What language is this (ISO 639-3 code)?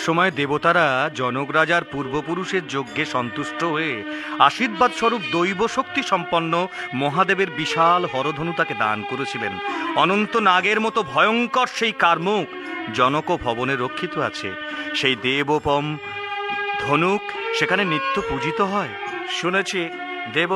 ben